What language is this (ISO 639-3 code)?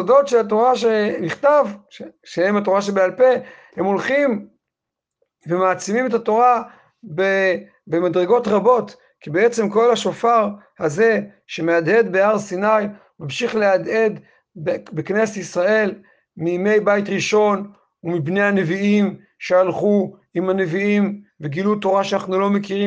heb